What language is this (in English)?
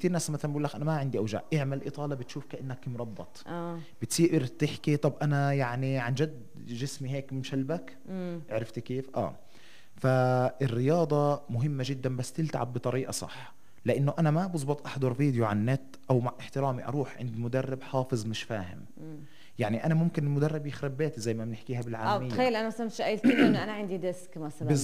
North Levantine Arabic